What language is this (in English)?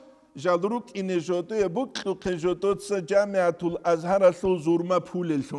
Avaric